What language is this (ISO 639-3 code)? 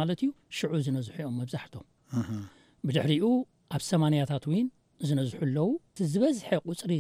tir